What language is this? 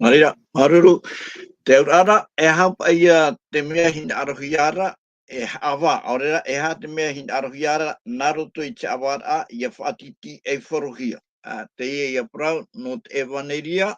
Tahitian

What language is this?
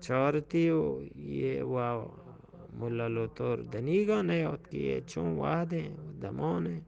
Eastern Balochi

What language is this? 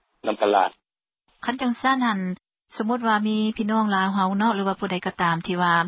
Lao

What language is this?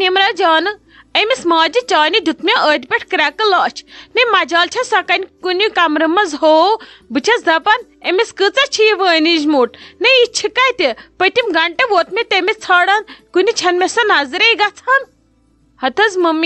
Kashmiri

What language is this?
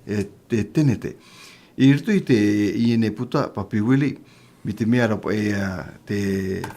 Tahitian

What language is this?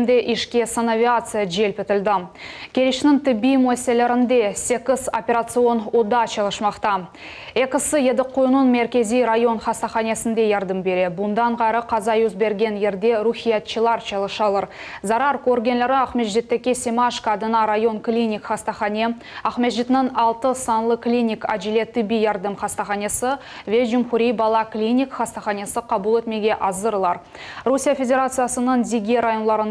Crimean Tatar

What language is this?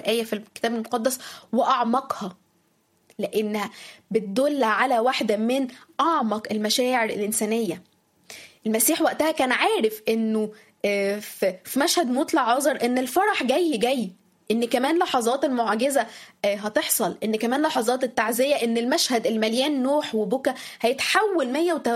Egyptian Arabic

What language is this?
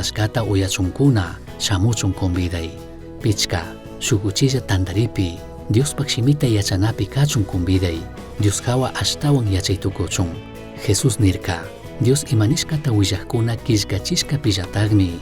Chimborazo Highland Quichua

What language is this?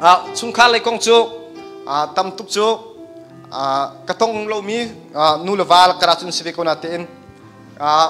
Hakha Chin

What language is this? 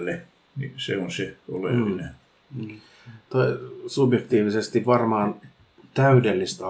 Finnish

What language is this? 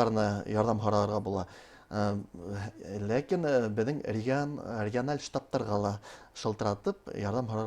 Bashkir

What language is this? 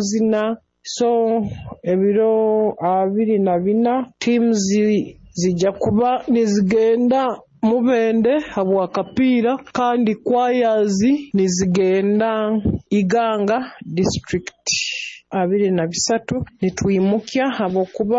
Nyoro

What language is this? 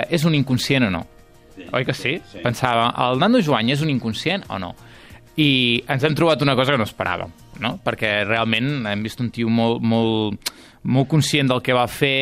Catalan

